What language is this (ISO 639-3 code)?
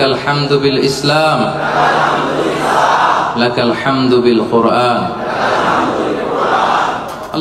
ben